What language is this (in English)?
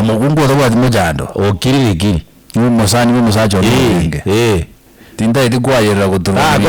Gusii